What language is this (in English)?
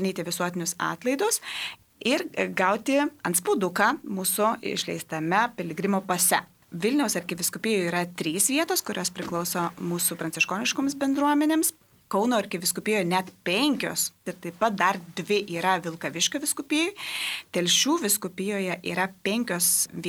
Lithuanian